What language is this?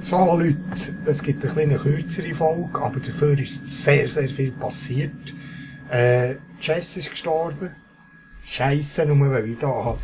Swiss German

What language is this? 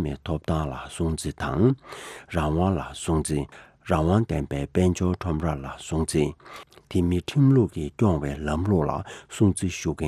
Tibetan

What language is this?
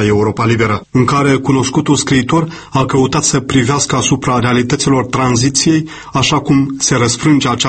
Romanian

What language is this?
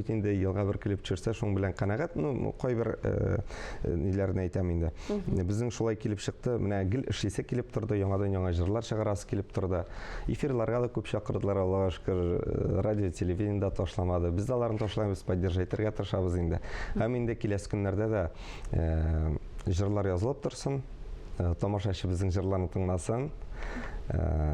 Tatar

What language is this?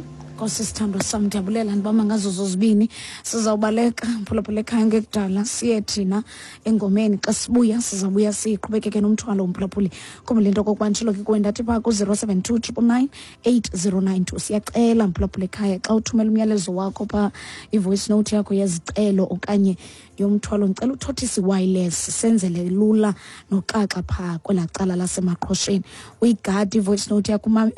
Xhosa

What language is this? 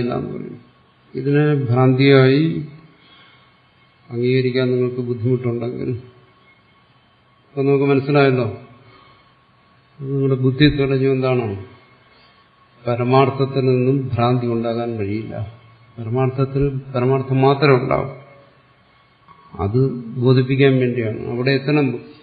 Malayalam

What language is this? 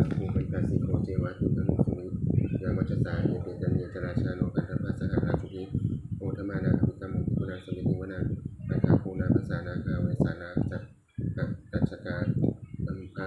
Pali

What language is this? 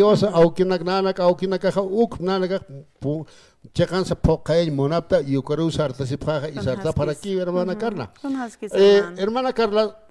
Aymara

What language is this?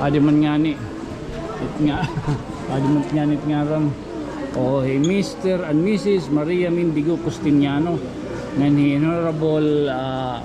Waray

